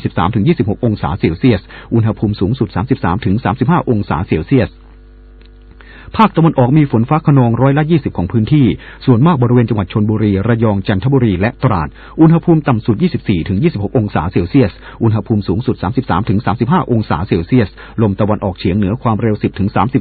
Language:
Thai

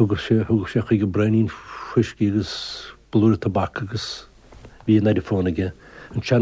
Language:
Irish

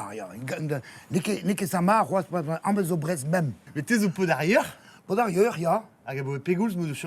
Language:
Breton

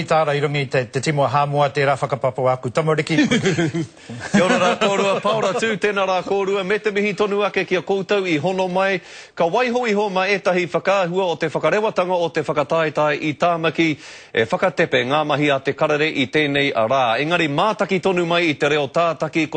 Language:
Māori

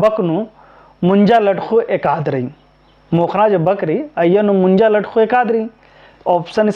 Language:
Kurukh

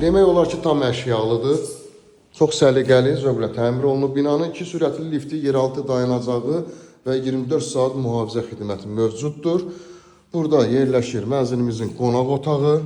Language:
Azerbaijani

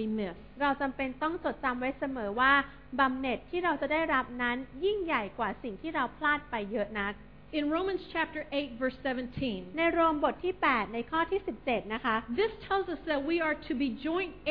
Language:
Thai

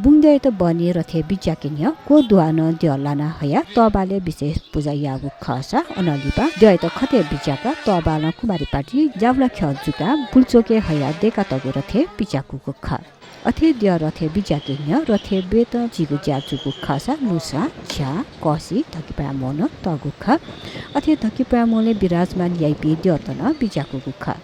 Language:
Newari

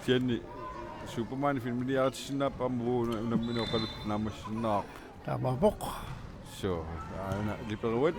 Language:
Kalaallisut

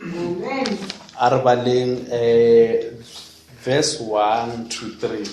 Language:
Northern Sotho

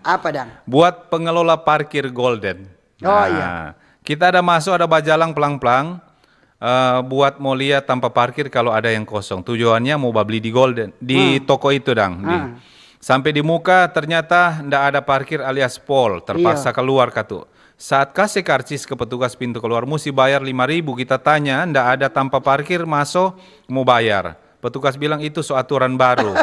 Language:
Manado Malay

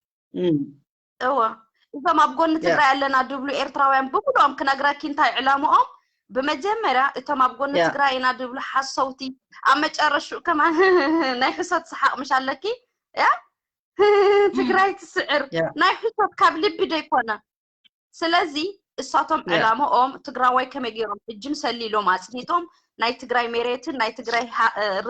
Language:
Tigrinya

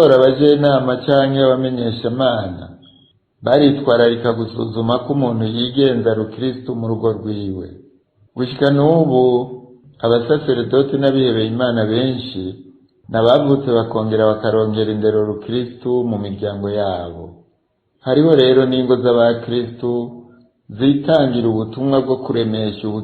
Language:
Rundi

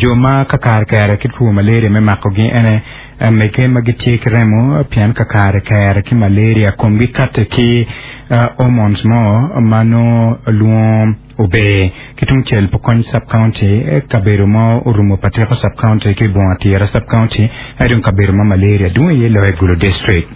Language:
Acoli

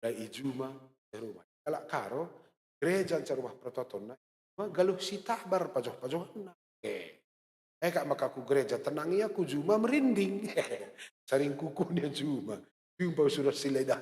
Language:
Batak Karo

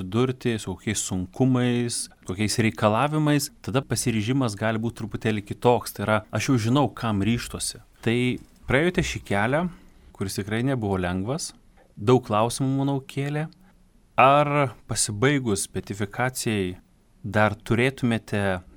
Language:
Lithuanian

